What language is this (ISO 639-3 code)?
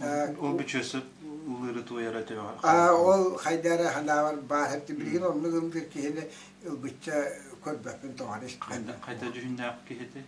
sah